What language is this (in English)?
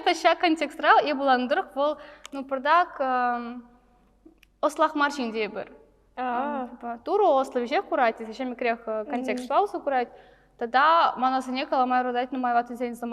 Chuvash